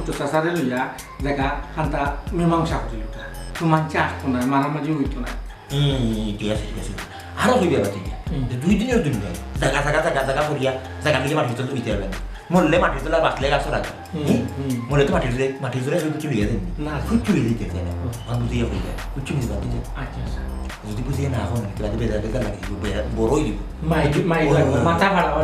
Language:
Sylheti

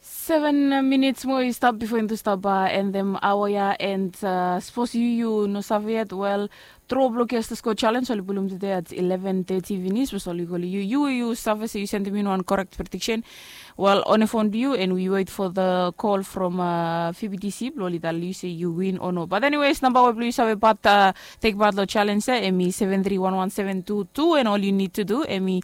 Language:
Bislama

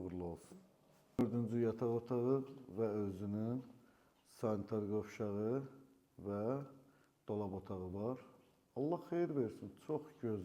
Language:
Azerbaijani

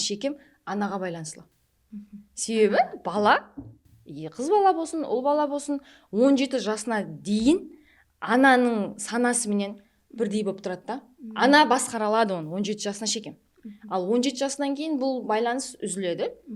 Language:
Kara-Kalpak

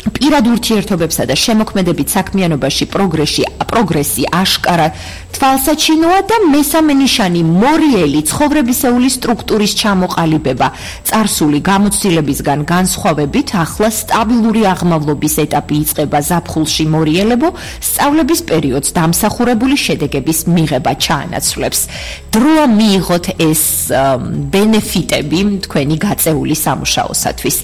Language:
Georgian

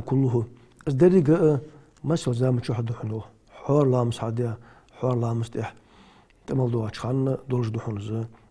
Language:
Ingush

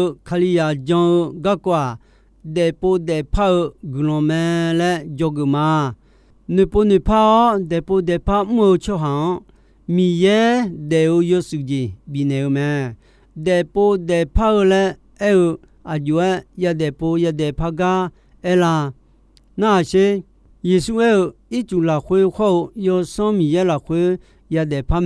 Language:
Akha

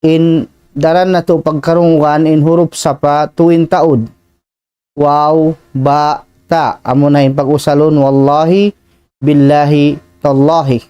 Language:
Tausug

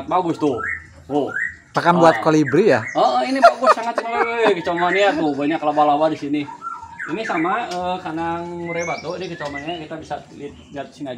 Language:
Indonesian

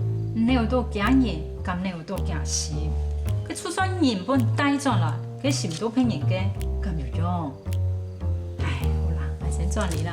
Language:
Hakka Chinese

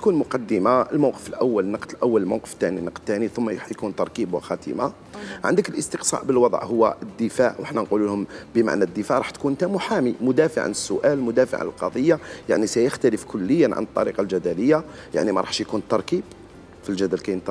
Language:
Algerian Arabic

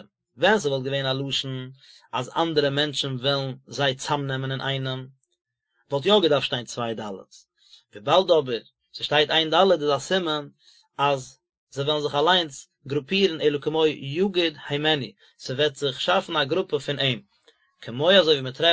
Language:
Yiddish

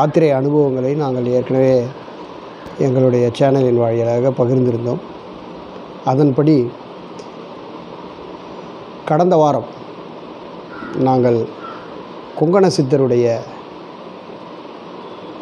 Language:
Tamil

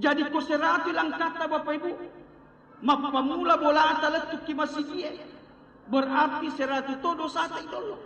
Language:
Buginese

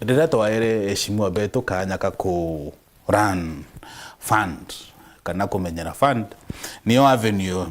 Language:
Meru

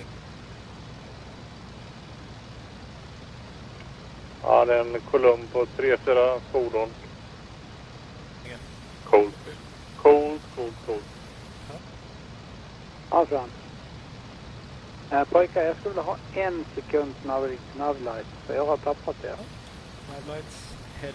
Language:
Swedish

